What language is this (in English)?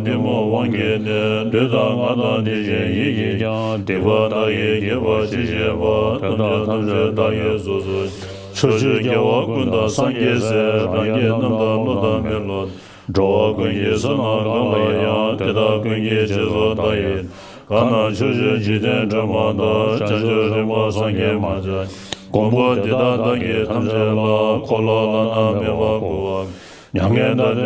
Tibetan